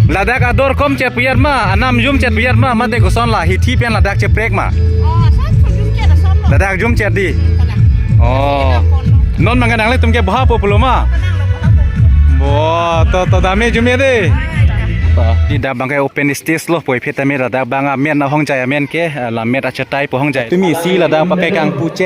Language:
Karbi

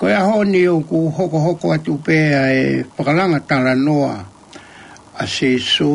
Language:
Tongan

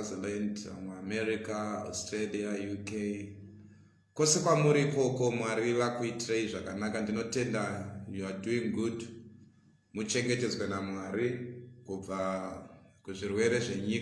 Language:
Shona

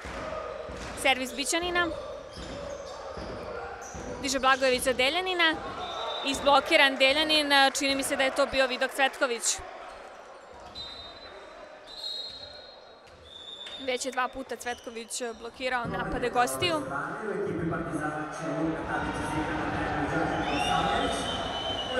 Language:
Serbian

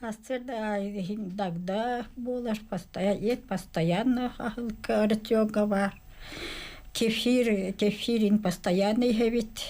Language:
Yakut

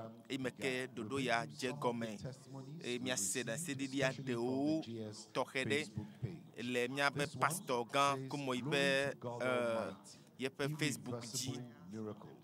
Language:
Ewe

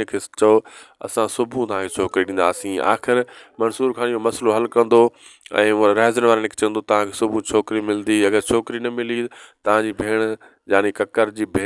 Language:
Sindhi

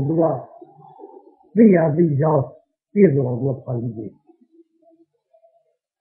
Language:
Burmese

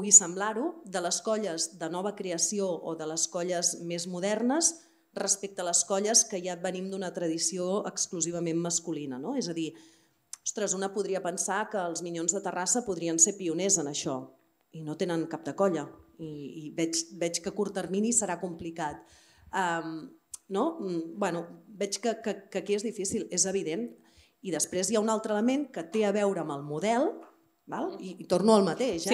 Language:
Catalan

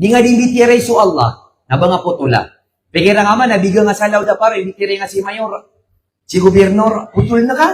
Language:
Maranao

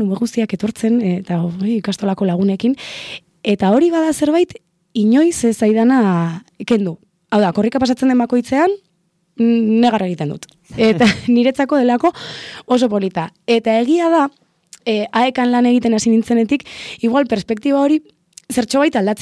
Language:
Basque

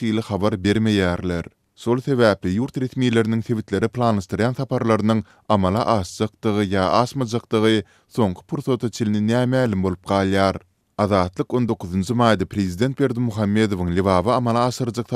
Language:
Turkmen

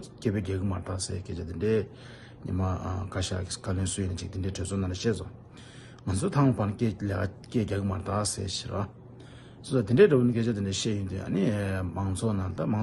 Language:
Tibetan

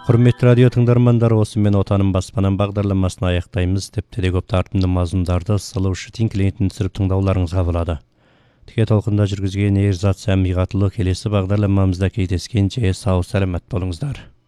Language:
Kazakh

